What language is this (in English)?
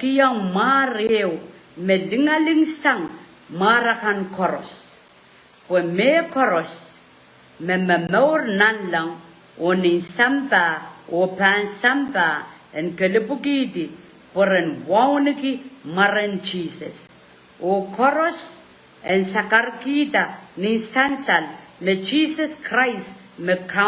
Pohnpeian